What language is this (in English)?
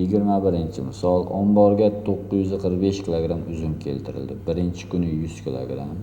Uzbek